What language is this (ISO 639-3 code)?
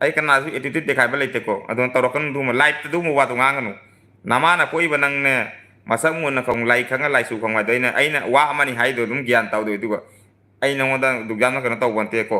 mni